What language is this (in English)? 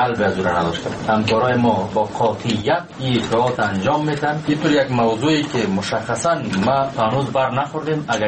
Persian